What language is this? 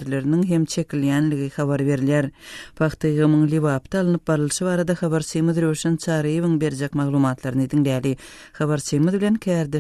Turkmen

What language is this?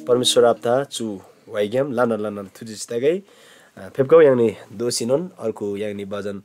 Eastern Tamang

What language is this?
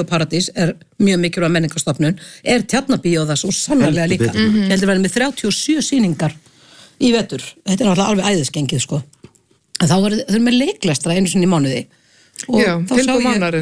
Icelandic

